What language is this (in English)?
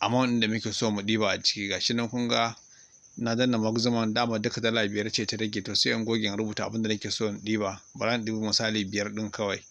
Hausa